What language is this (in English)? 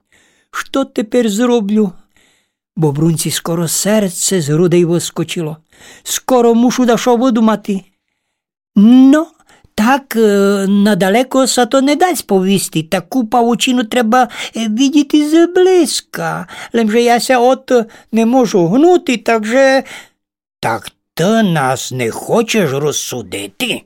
Rusyn